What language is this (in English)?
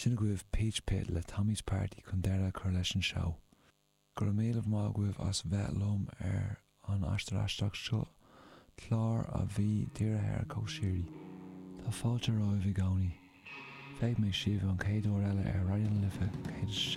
Irish